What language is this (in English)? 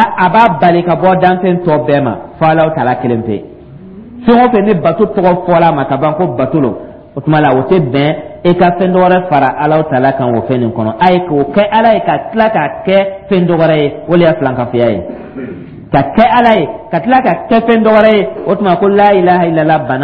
Dyula